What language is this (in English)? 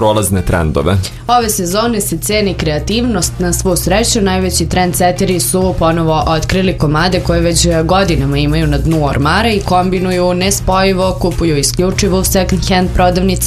Serbian